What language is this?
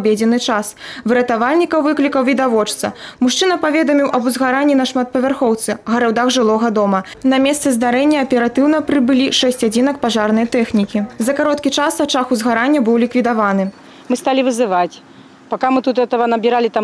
Belarusian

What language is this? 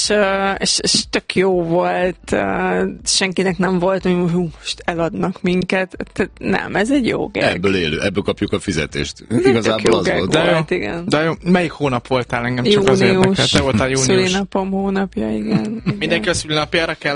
Hungarian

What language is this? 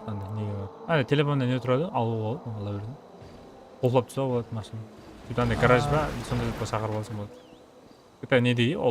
Kara-Kalpak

